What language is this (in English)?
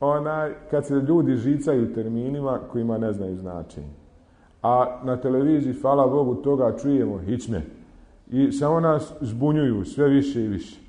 Bosnian